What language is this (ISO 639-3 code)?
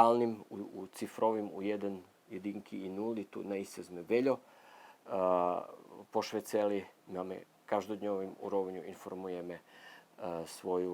rue